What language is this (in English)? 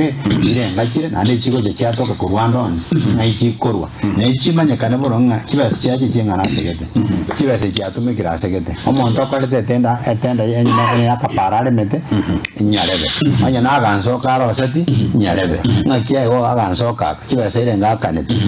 Gusii